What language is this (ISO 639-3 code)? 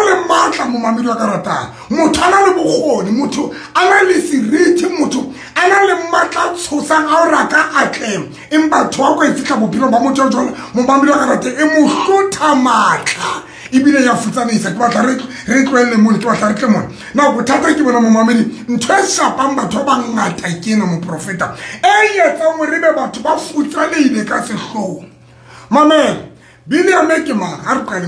sot